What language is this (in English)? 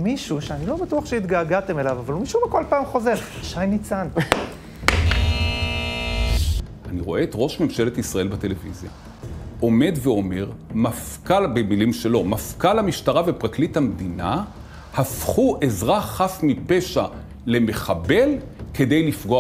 Hebrew